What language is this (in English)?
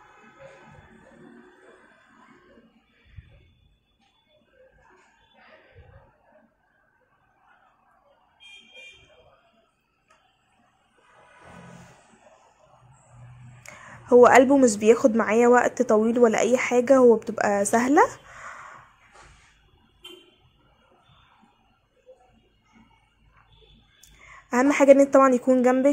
Egyptian Arabic